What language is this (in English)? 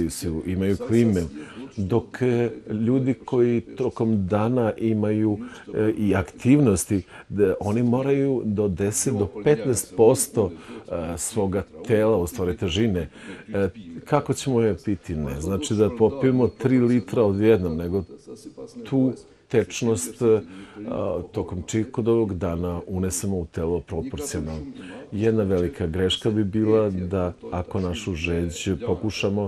Serbian